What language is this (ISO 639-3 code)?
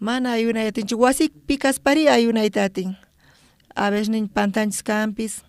quh